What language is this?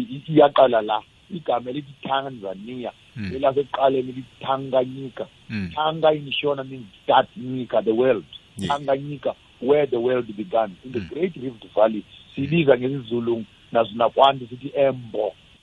South Ndebele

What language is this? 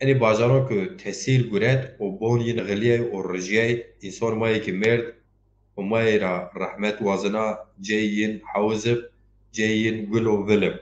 Zaza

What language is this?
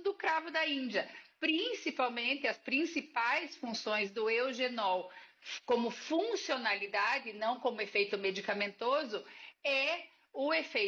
Portuguese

